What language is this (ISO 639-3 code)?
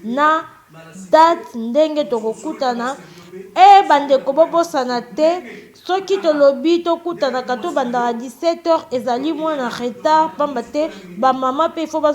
lin